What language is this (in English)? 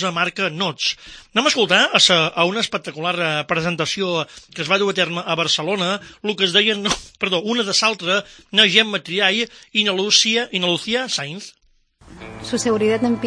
Catalan